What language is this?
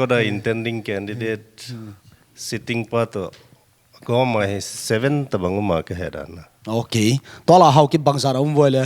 Paite Chin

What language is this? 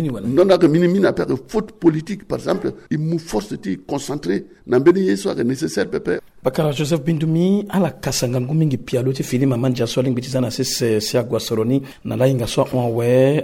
Sango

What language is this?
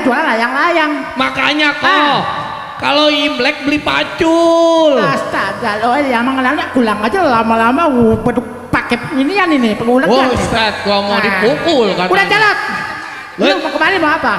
Betawi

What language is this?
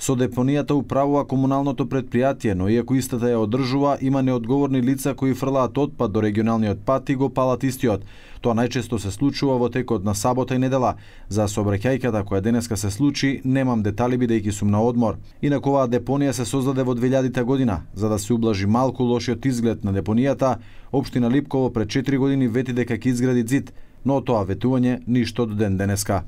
Macedonian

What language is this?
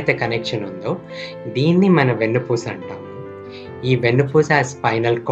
Telugu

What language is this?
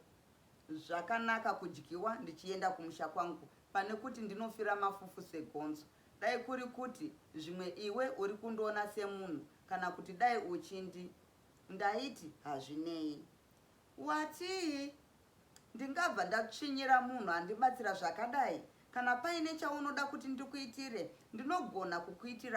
Shona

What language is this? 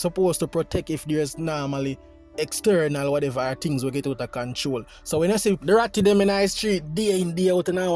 Jamaican Creole English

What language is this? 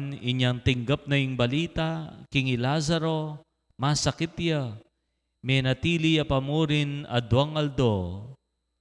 Pampanga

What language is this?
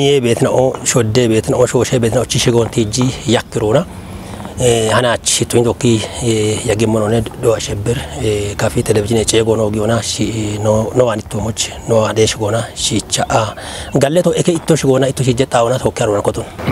Kafa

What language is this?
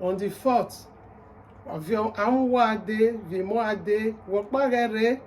Bini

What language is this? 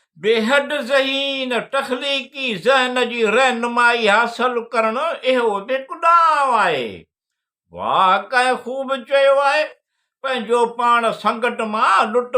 Sindhi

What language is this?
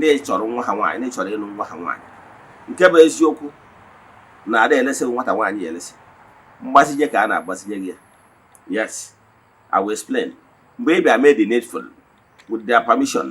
Igbo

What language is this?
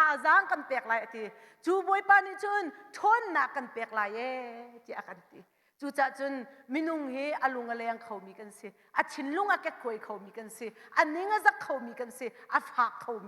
Hakha Chin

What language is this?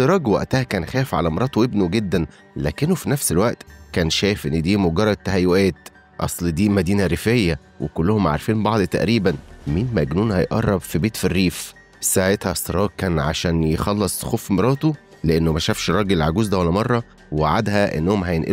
Egyptian Arabic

